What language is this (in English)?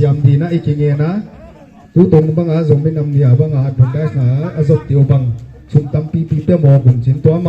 Paite Chin